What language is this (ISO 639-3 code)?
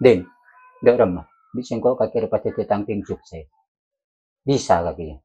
mad